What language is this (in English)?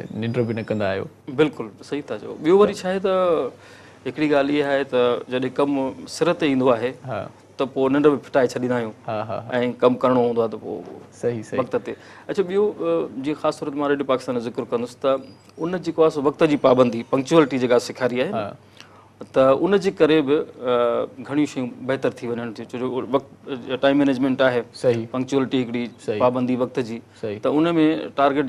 Sindhi